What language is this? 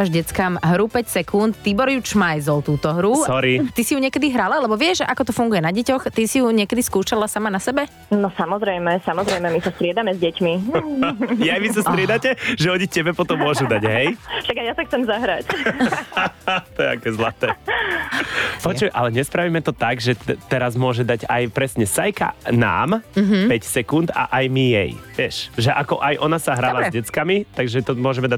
Slovak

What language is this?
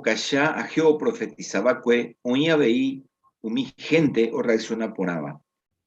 Guarani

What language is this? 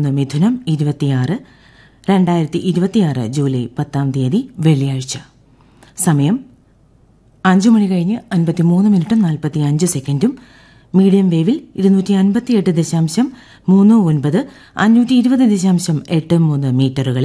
Malayalam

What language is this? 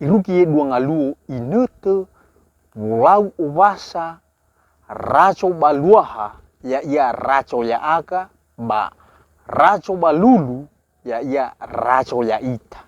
Nias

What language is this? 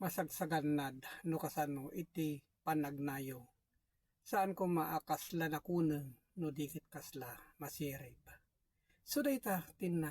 Iloko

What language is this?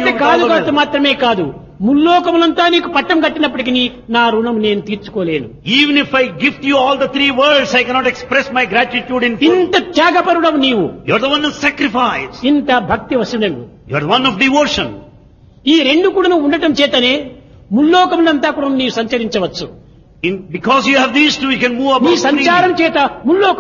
Telugu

